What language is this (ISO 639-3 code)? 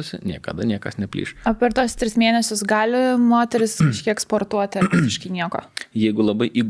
lit